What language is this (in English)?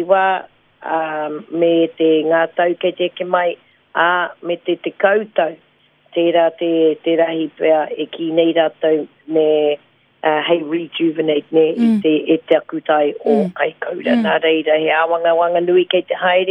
Māori